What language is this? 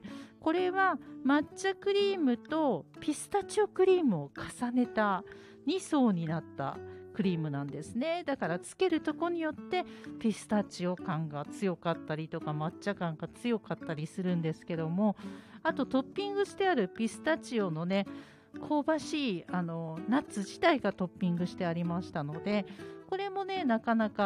Japanese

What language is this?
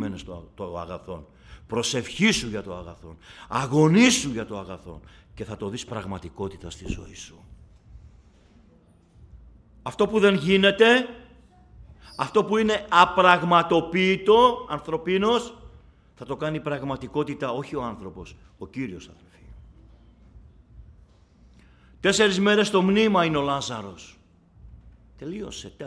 Greek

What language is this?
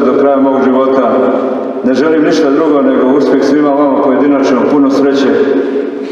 Serbian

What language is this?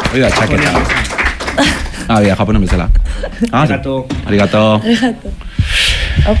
Basque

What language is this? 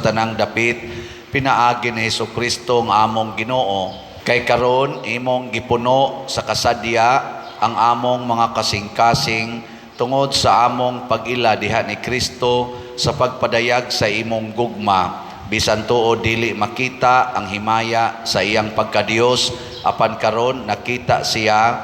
Cebuano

